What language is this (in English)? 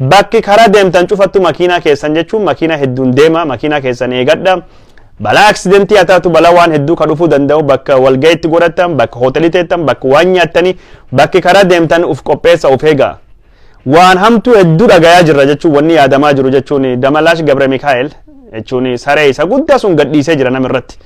Oromo